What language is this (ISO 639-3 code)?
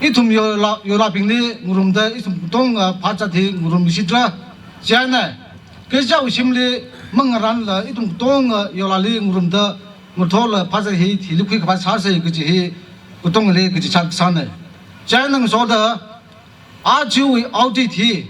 nmf